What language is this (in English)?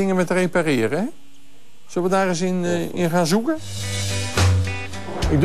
Dutch